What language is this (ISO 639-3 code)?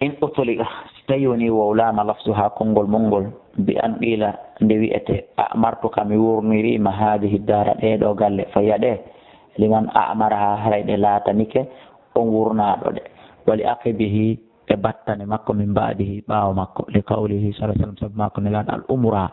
ful